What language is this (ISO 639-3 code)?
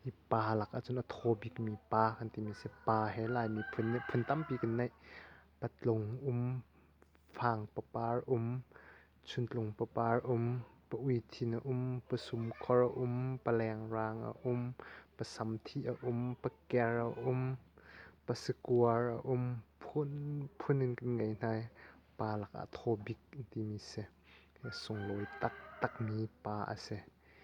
cnh